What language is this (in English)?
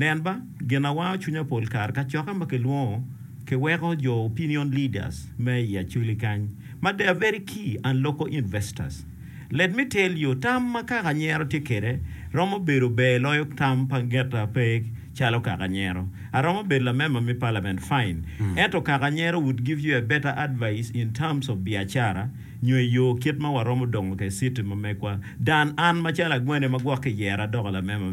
Acoli